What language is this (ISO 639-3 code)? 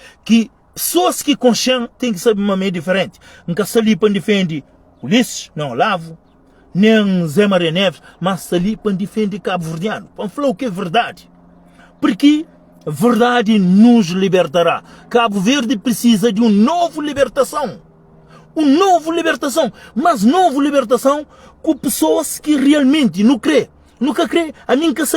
kea